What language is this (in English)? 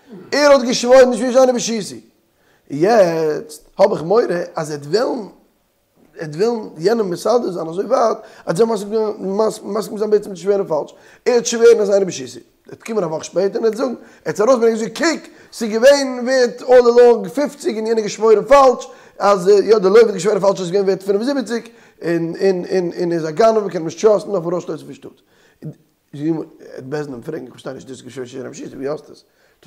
Yiddish